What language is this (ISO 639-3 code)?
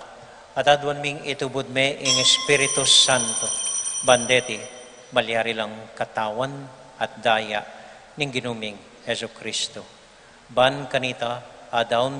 pam